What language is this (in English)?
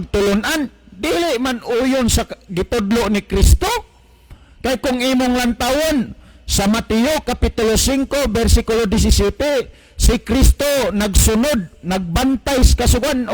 Cebuano